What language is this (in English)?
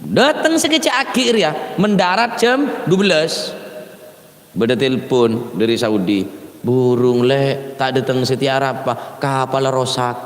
Madurese